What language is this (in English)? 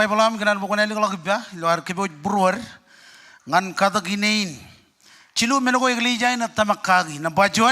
Marshallese